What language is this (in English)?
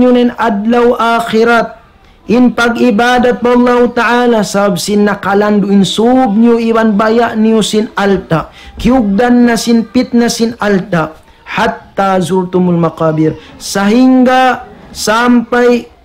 Tausug